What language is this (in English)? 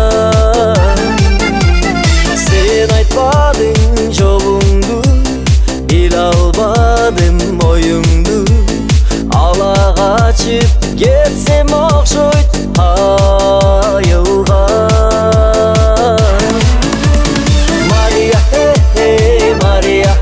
Kyrgyz